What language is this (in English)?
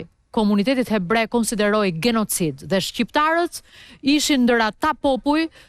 Albanian